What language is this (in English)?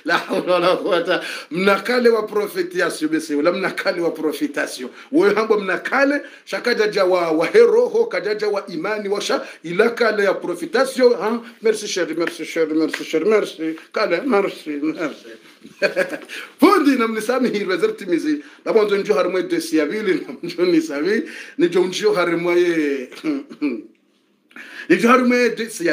Swahili